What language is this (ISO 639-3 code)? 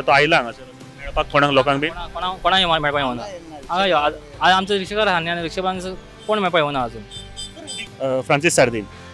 kok